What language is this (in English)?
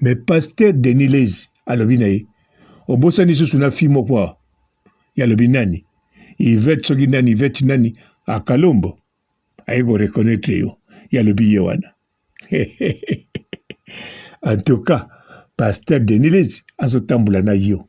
Lingala